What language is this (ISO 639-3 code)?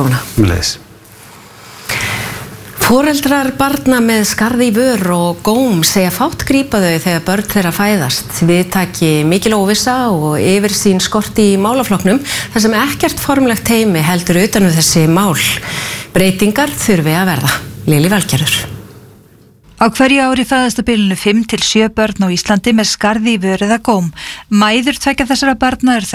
isl